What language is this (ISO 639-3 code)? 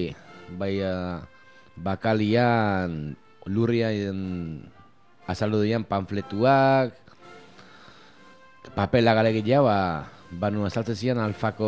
eus